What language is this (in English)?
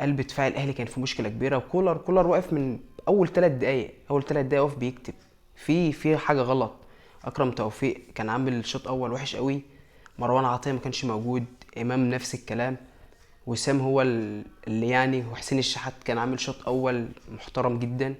Egyptian Arabic